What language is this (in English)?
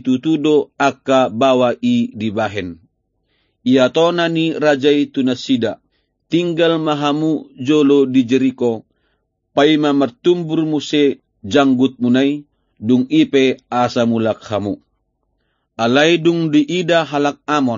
Batak Toba